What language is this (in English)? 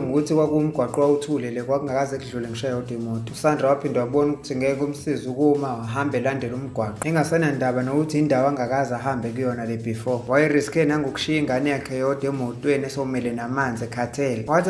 Zulu